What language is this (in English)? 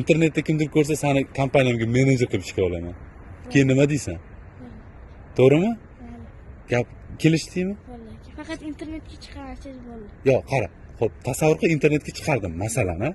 Uzbek